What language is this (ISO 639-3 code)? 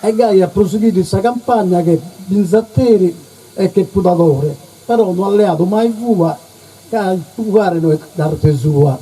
srd